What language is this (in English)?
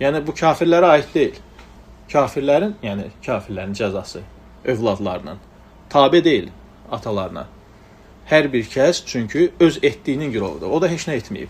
Azerbaijani